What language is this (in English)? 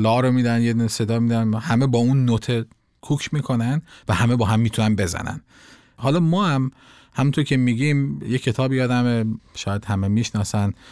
Persian